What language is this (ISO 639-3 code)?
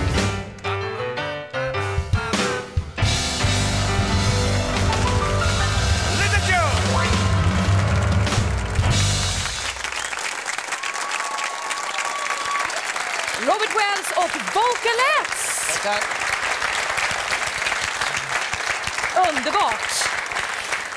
swe